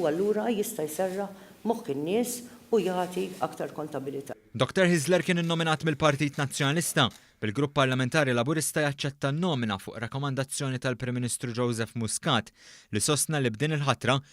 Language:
Maltese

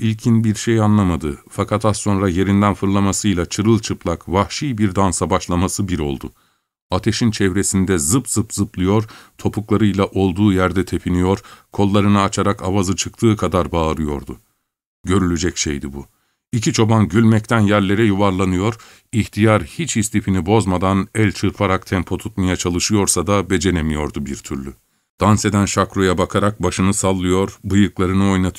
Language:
Turkish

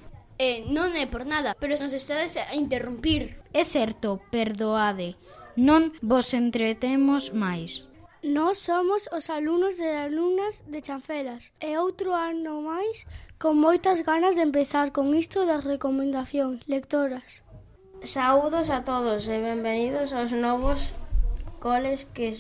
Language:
Galician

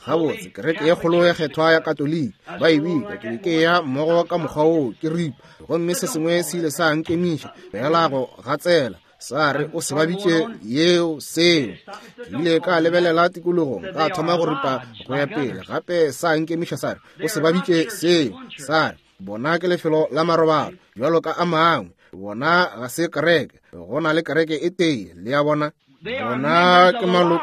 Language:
Northern Sotho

